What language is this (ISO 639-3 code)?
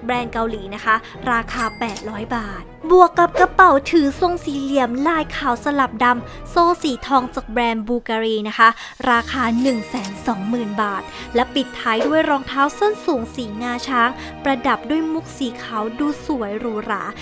tha